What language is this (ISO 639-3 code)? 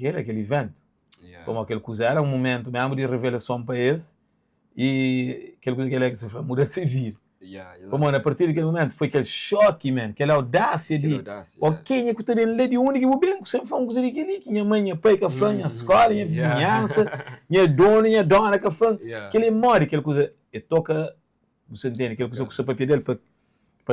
kea